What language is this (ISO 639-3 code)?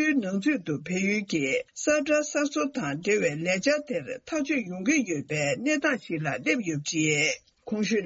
bod